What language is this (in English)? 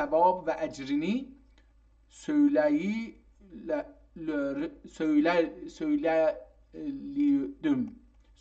South Azerbaijani